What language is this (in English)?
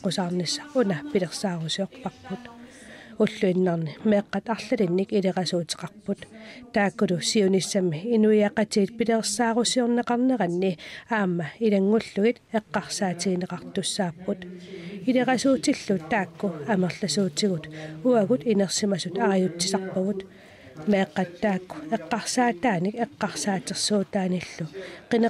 Kalaallisut